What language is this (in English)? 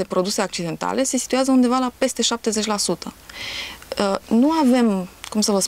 Romanian